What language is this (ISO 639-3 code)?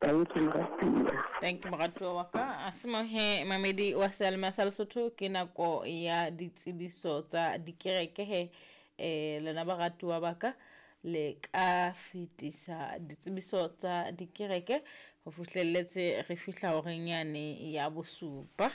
sot